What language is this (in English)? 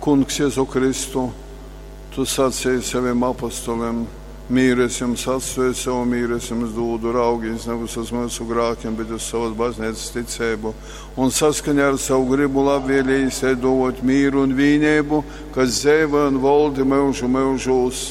Latgalian